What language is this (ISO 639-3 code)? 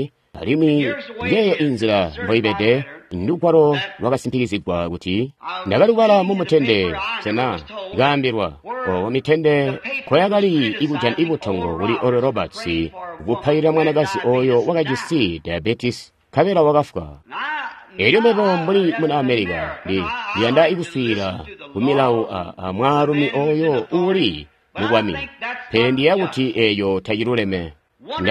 toi